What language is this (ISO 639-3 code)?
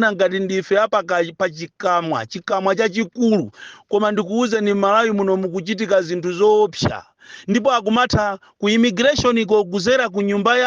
nya